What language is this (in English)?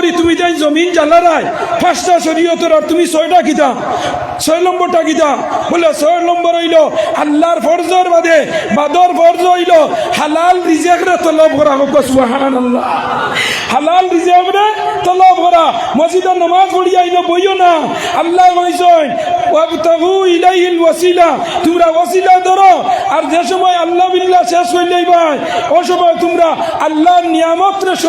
Sylheti